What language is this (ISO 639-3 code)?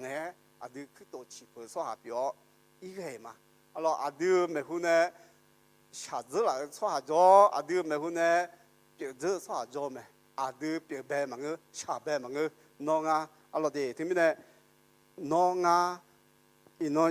ahk